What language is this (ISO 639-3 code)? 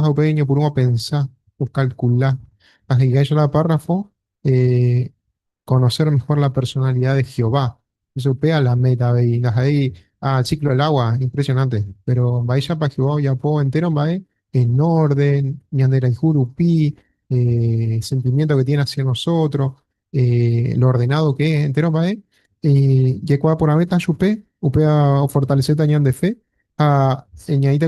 grn